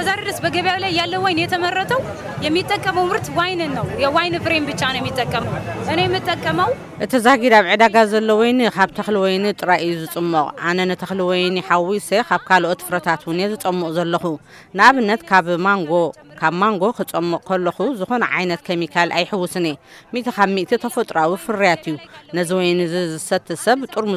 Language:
Tigrinya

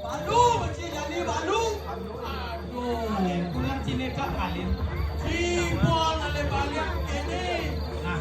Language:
Balinese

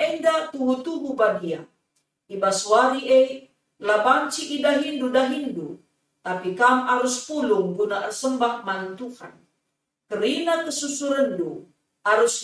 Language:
Batak Karo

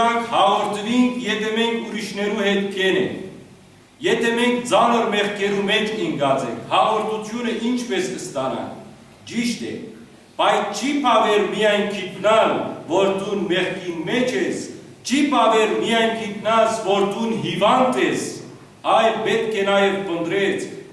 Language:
Western Armenian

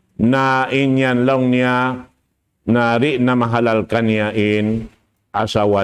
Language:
Tausug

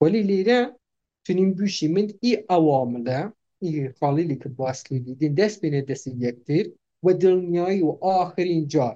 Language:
Kurdish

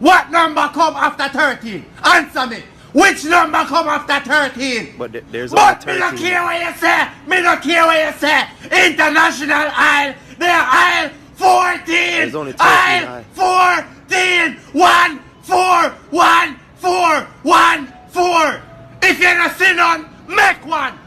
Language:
Jamaican Creole English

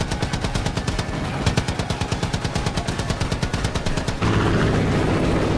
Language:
Portuguese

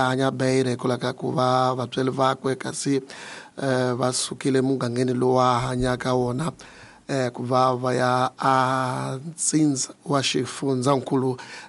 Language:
Tsonga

